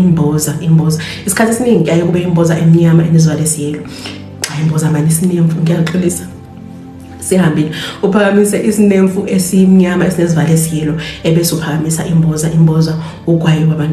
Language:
Zulu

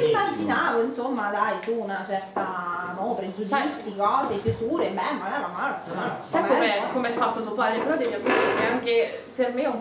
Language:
Italian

